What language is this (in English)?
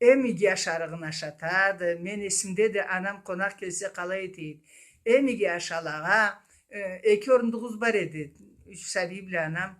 Karachay-Balkar